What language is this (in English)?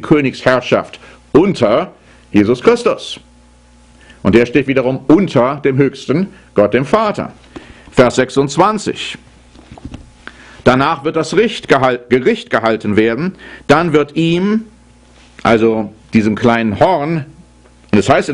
German